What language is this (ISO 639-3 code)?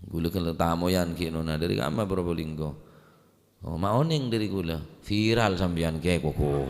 mad